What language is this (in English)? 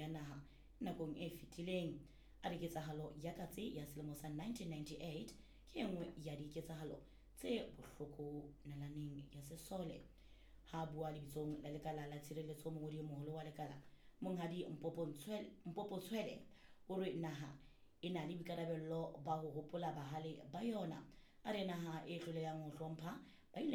Southern Sotho